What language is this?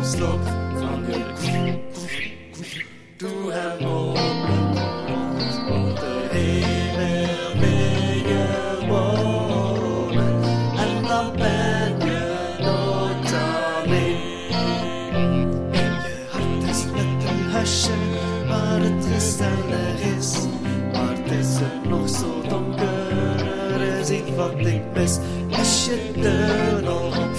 Dutch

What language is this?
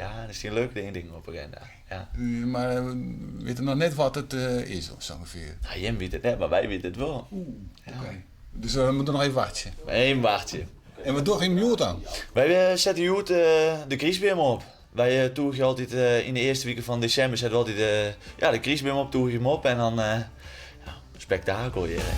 Western Frisian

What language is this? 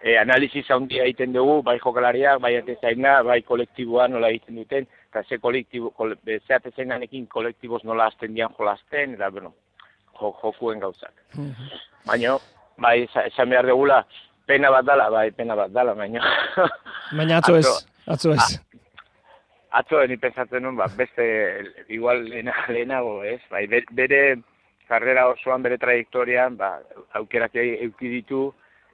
Basque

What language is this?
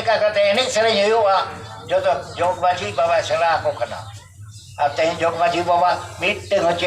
Santali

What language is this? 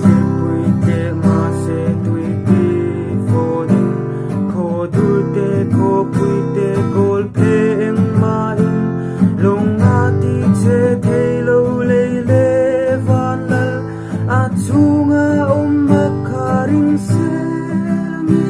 Mizo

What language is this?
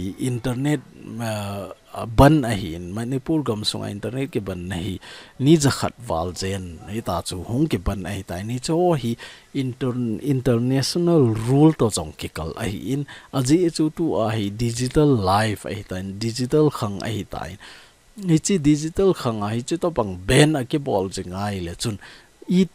Thado Chin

